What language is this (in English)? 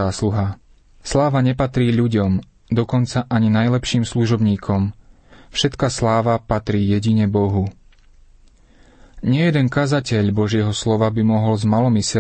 Slovak